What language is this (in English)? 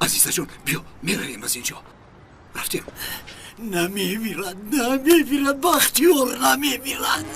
Tajik